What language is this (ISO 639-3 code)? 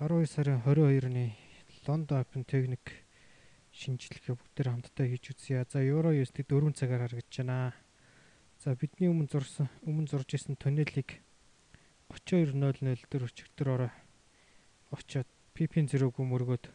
mon